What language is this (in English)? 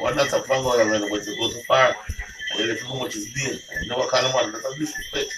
Jamaican Creole English